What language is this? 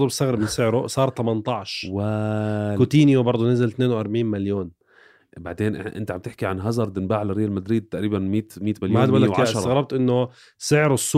North Levantine Arabic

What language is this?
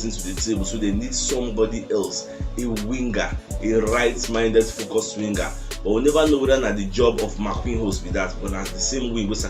Nigerian Pidgin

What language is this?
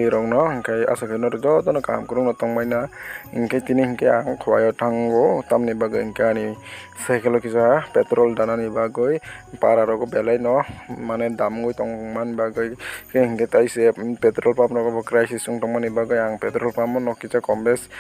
Kok Borok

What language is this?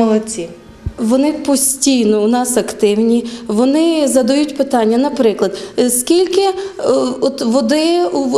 Ukrainian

